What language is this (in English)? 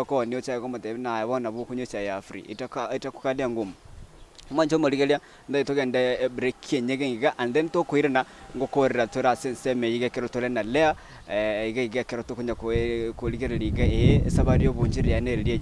Gusii